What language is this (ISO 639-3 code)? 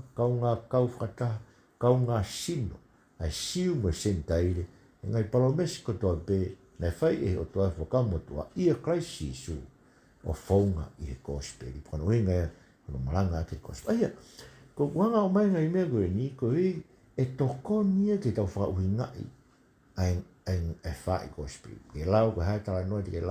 ton